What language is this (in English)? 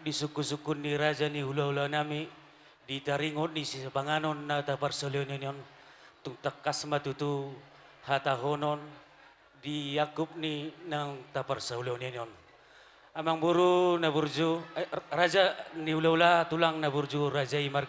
Batak Toba